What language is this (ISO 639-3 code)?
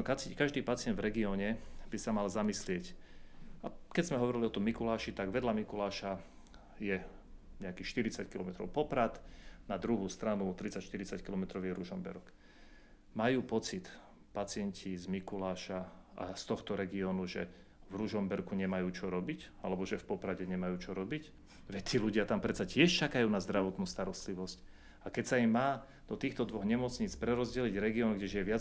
slk